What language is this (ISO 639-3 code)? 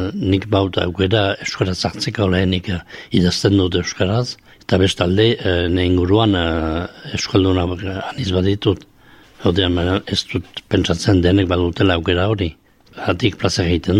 eus